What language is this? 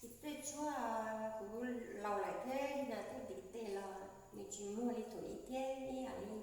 Hmong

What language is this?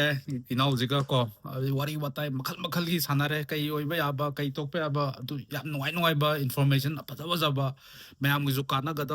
Manipuri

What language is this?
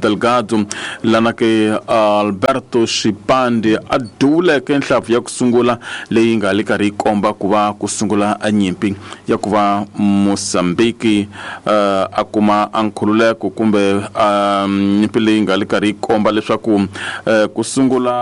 Tsonga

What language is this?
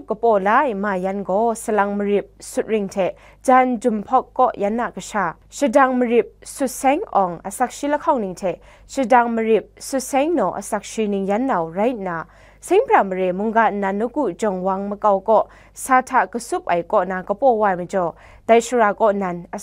Kachin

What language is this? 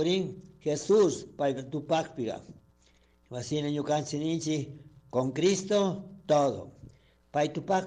Chimborazo Highland Quichua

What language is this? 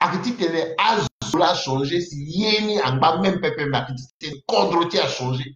Sango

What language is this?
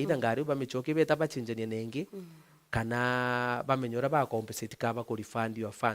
Meru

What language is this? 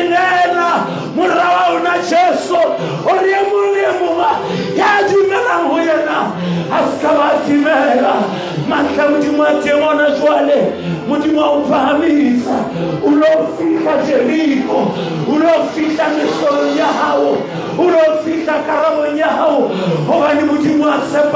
Southern Sotho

